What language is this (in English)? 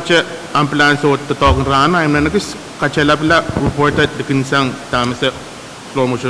Pohnpeian